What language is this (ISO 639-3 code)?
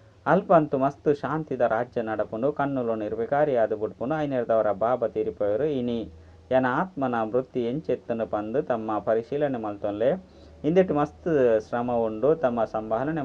tcy